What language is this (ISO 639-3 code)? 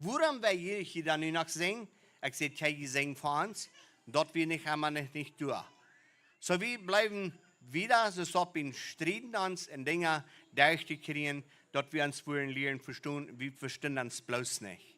pdt